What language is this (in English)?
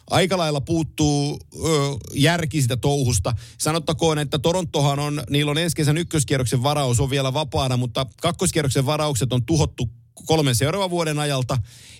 Finnish